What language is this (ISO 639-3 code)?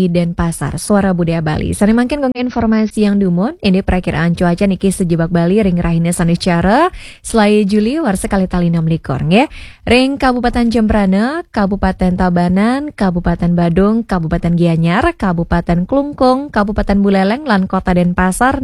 ban